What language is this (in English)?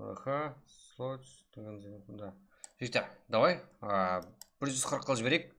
Kara-Kalpak